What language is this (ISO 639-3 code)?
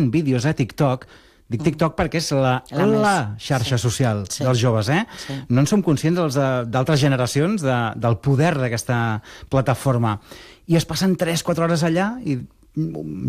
cat